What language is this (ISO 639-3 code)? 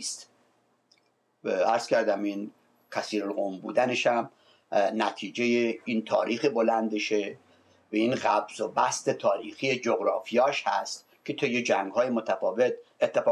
fas